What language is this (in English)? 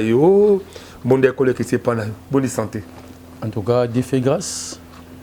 Lingala